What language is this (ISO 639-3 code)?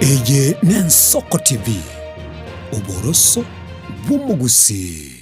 guz